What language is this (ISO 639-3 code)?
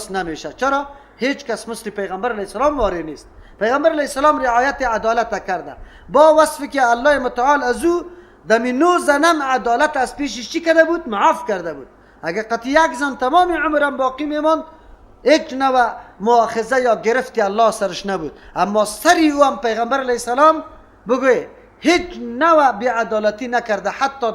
fas